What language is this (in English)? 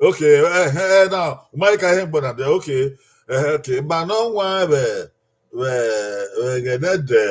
Bini